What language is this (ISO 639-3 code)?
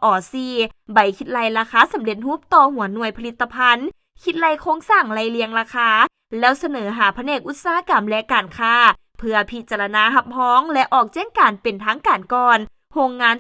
lao